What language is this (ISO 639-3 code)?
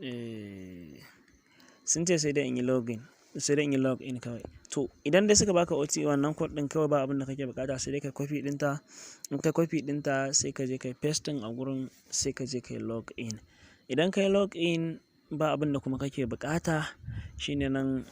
hau